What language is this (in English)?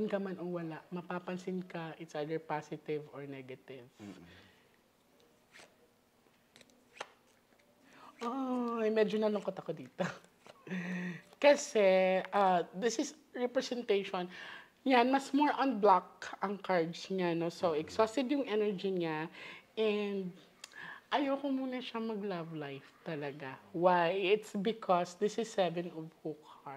Filipino